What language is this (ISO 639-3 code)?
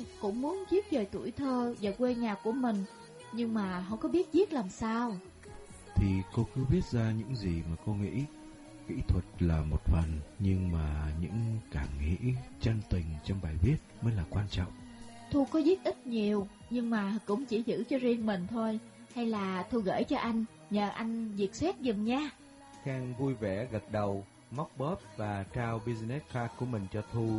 vie